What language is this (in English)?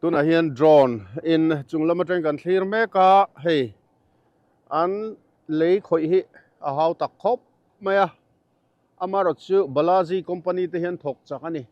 Mizo